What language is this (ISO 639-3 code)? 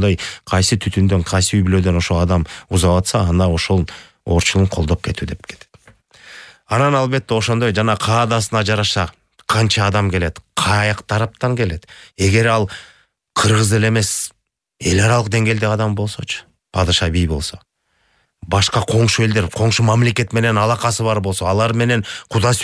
kir